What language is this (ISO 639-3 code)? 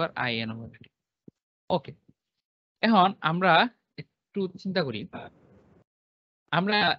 ben